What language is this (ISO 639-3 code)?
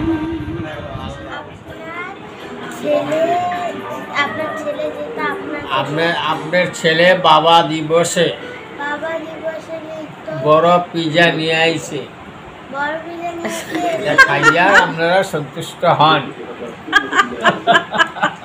ben